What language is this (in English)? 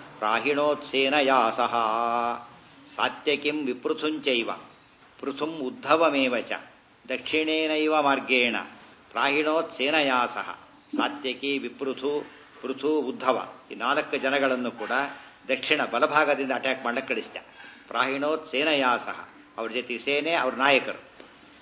Kannada